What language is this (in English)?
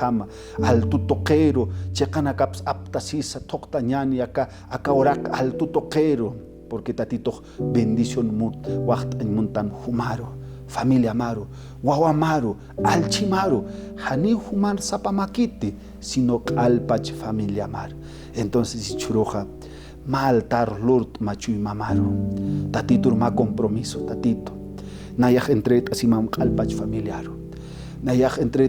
Aymara